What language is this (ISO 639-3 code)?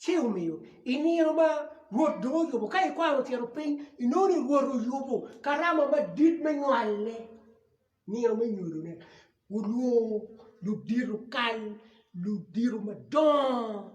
ach